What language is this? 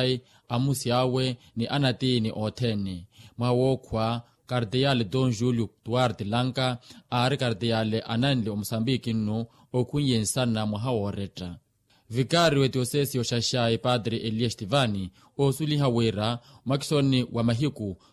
Makhuwa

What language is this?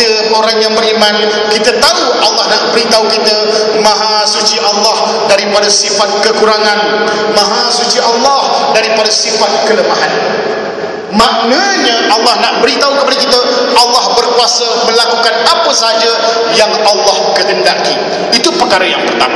Malay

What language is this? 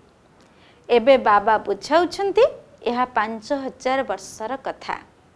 Odia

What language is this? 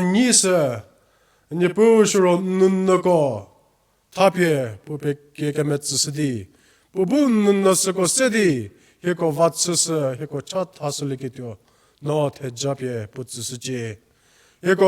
Angami Naga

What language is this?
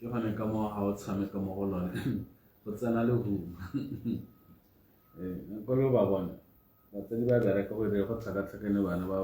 Tswana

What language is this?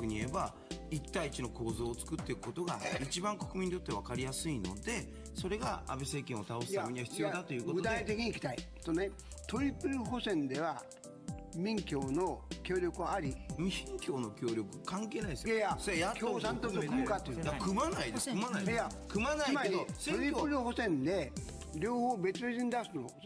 Japanese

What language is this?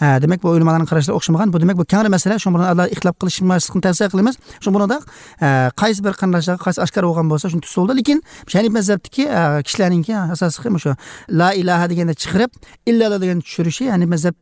Uyghur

